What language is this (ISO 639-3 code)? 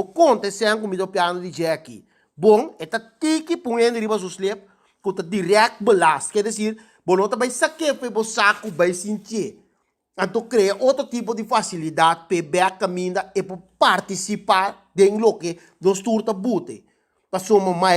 pap